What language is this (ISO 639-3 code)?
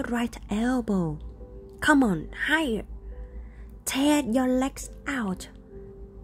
eng